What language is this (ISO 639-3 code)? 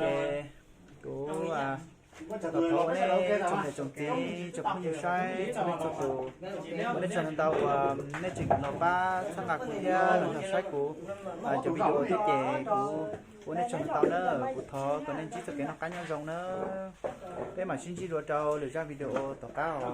hmn